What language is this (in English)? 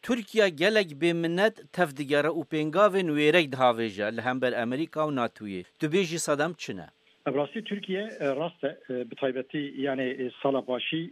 Kurdish